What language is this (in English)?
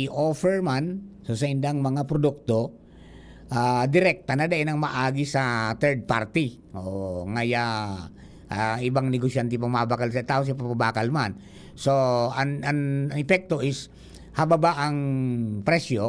Bikol